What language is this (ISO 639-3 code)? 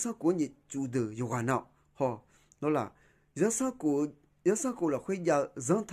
ahk